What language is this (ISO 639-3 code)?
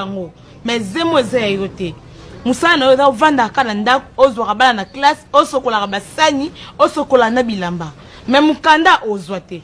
lin